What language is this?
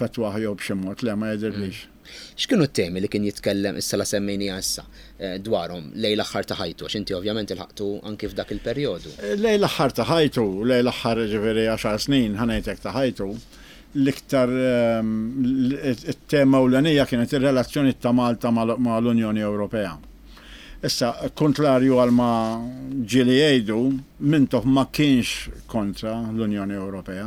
Maltese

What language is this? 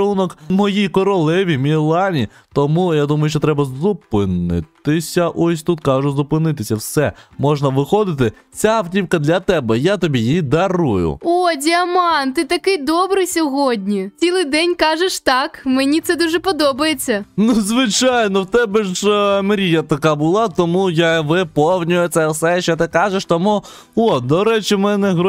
Ukrainian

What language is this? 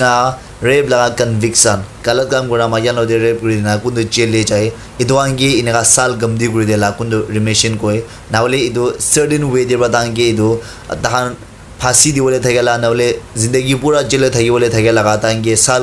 Naga Pidgin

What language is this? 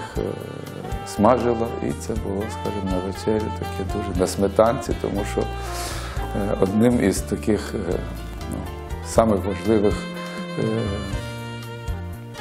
Ukrainian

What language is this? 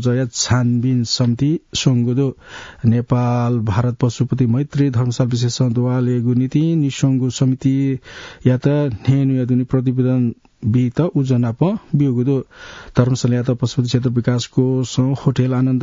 Newari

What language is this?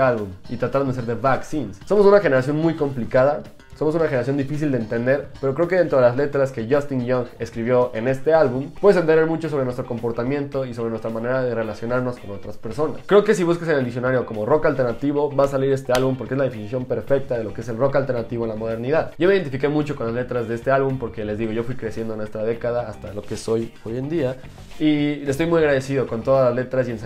Spanish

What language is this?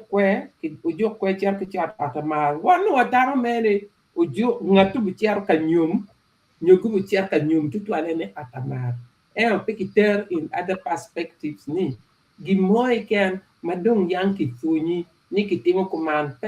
Acoli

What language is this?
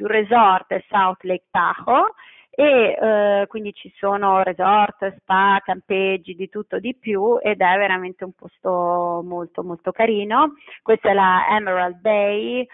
Italian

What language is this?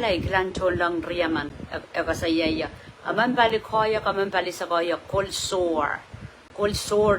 Pohnpeian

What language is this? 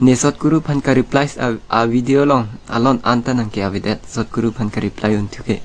Karbi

